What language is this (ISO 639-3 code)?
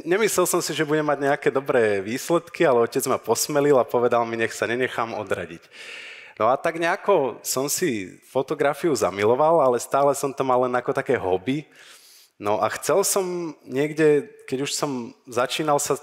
slk